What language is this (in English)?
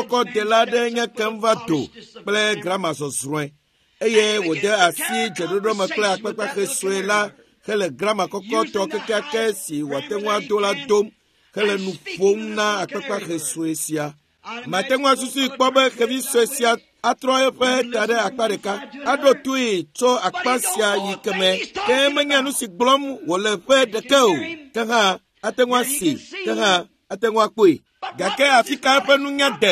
Ewe